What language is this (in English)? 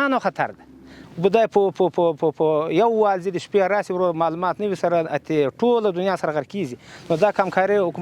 Pashto